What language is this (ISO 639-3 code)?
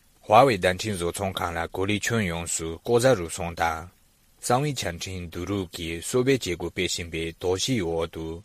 bod